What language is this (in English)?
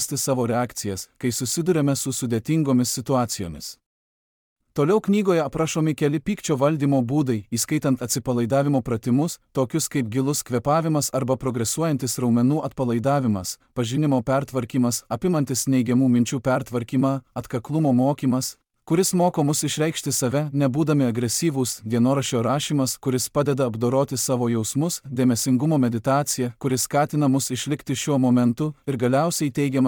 Lithuanian